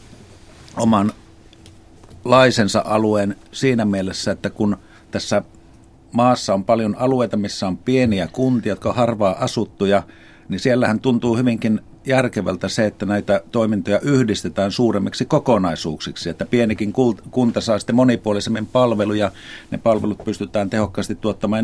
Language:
Finnish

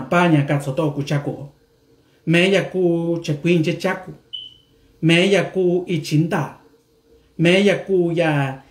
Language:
Mixtepec Mixtec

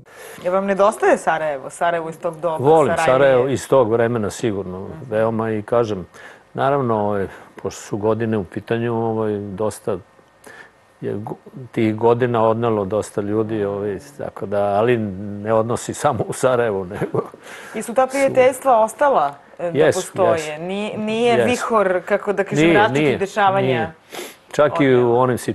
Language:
Serbian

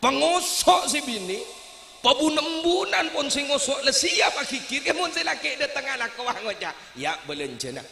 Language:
Madurese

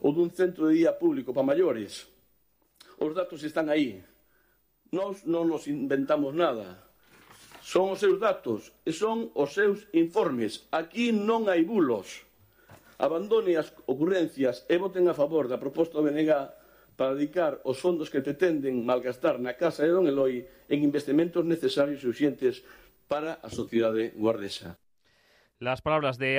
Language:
Galician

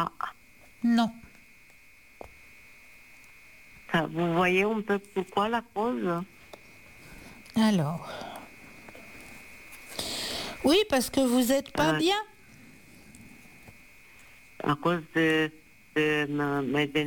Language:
French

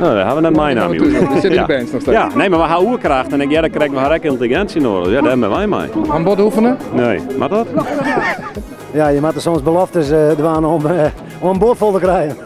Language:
Western Frisian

